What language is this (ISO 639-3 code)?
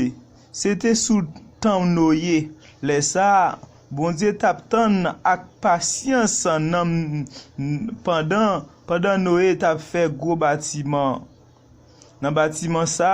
hat